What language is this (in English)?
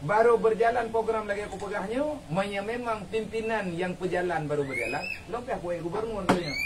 Achinese